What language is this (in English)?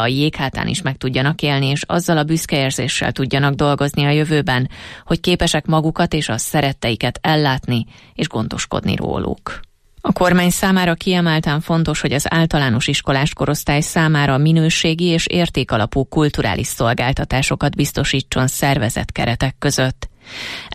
Hungarian